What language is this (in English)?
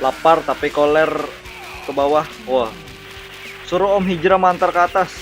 Banjar